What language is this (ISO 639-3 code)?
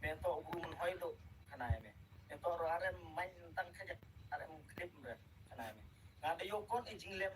kha